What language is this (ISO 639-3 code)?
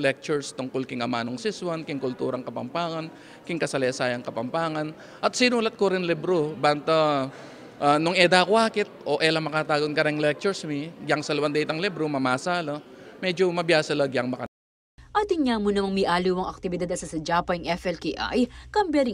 pam